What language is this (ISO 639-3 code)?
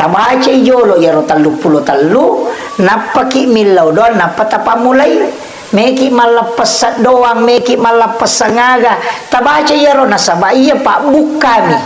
bug